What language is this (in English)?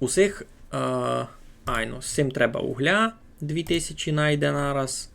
Rusyn